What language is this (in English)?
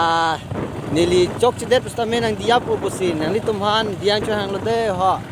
Karbi